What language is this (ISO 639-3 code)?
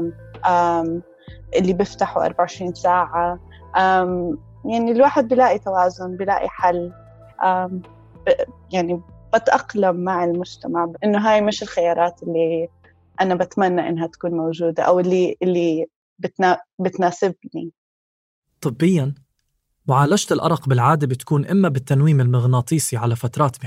apc